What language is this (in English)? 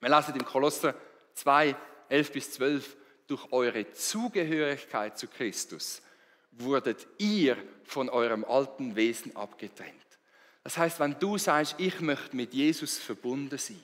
Swiss German